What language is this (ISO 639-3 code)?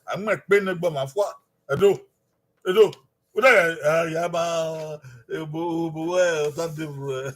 bin